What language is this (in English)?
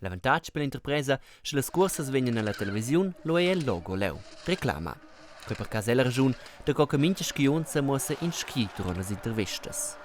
Romansh